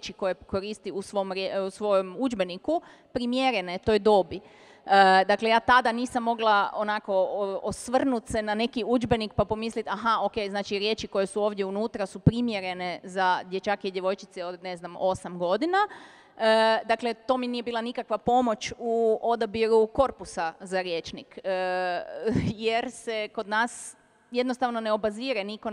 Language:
Croatian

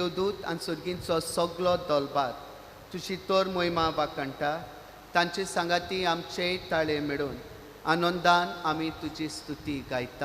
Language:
Konkani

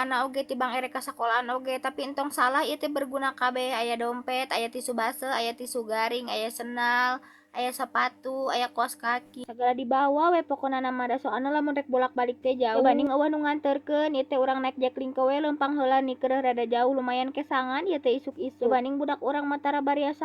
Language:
Sundanese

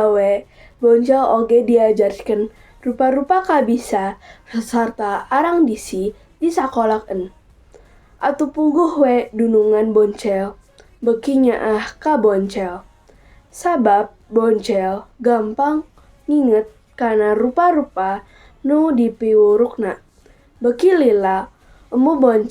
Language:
Sundanese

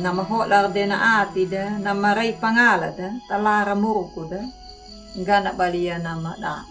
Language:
Anakalangu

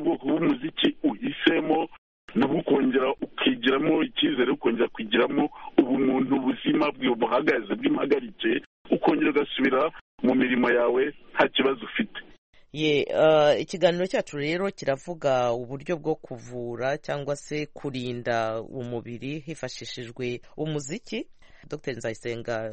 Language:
Kinyarwanda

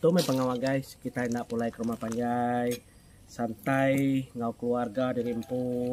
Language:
Iban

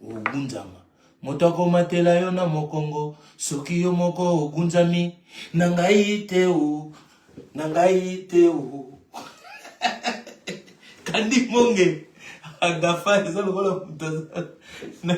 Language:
Lingala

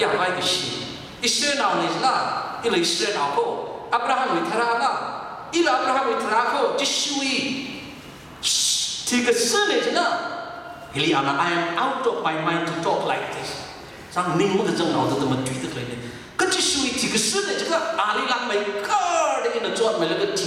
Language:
Tangkhul Naga (India)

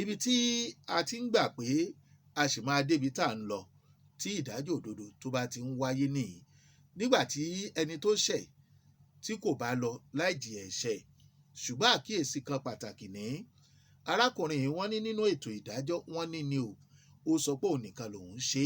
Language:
Yoruba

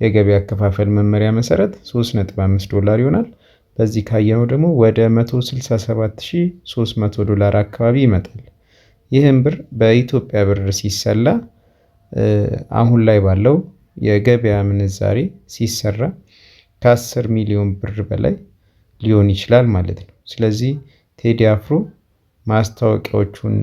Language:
Amharic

